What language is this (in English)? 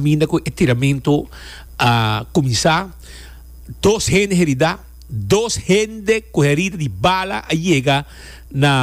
Papiamento